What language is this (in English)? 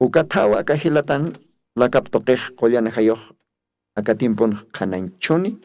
Aymara